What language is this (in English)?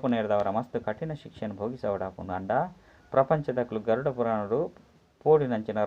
Tulu